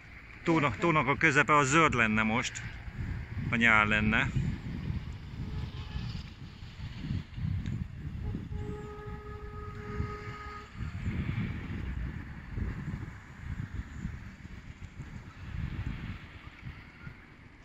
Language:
Hungarian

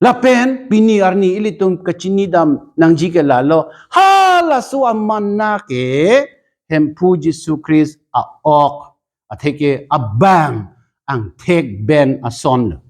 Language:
Karbi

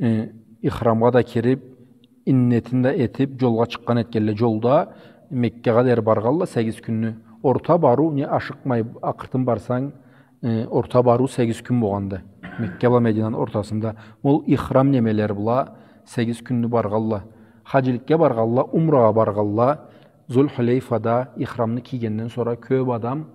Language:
Karachay-Balkar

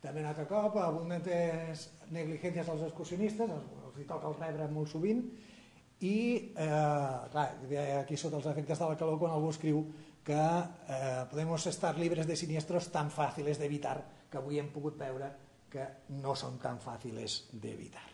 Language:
Catalan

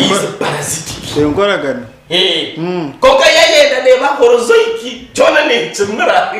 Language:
Nyankole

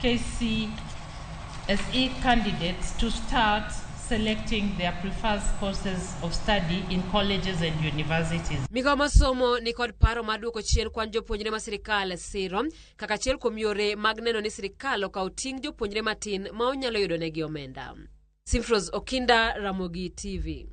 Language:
Luo (Kenya and Tanzania)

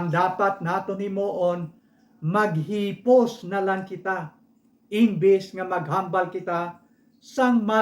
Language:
Hiligaynon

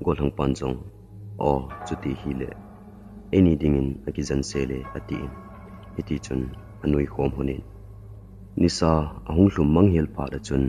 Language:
Thado Chin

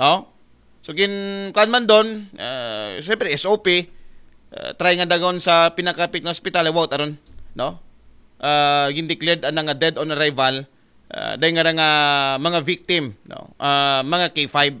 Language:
Aklanon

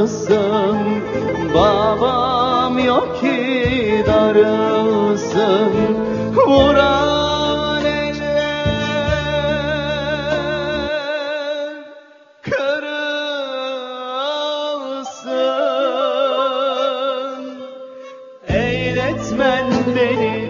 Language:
Turkish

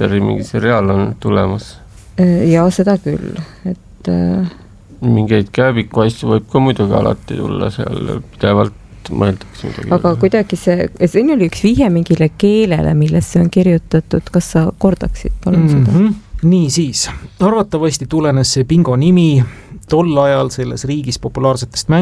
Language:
Estonian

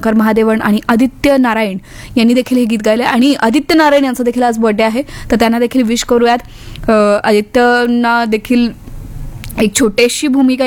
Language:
Marathi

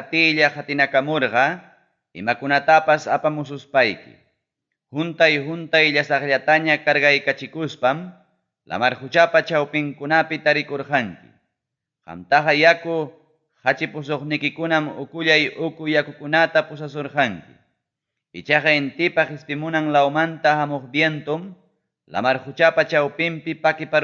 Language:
Ayacucho Quechua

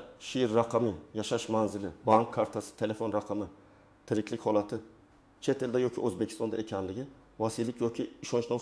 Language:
Uzbek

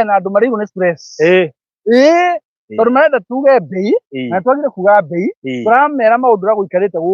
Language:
Kikuyu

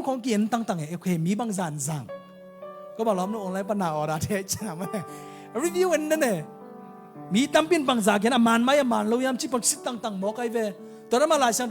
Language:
Tedim Chin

